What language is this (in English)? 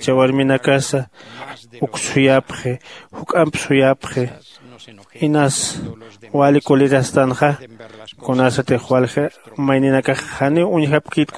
Aymara